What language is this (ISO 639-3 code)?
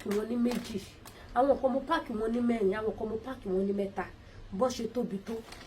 yor